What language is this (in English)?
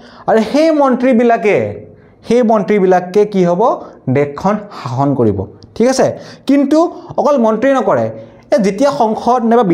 Assamese